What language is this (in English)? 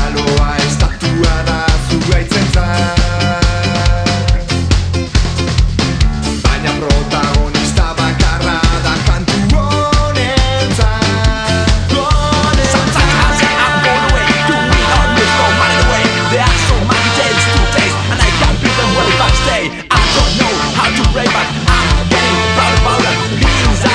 Basque